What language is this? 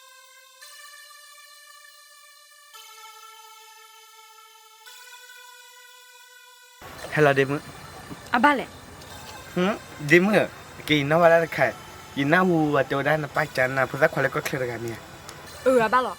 S'gaw Karen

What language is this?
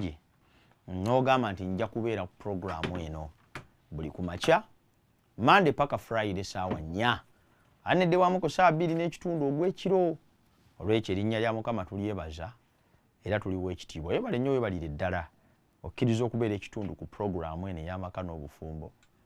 Ganda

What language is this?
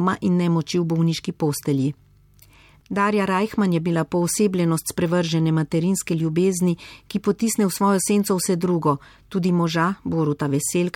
Slovenian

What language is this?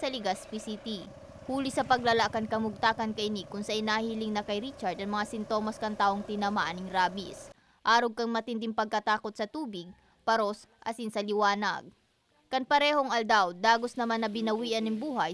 Bikol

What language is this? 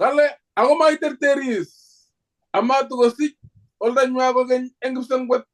Kalenjin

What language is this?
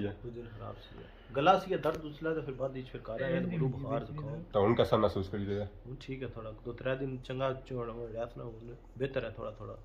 Pahari-Potwari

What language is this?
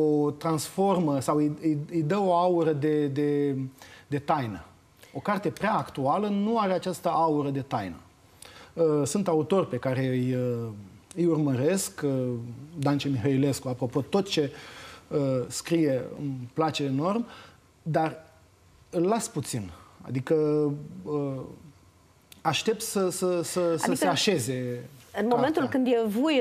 Romanian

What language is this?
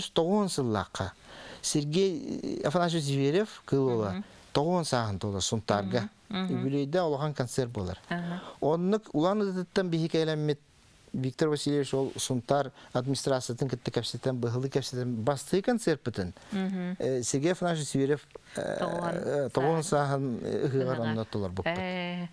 Yakut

